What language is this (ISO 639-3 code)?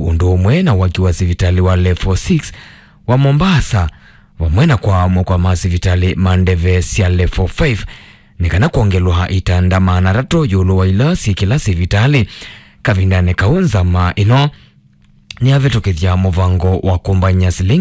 kam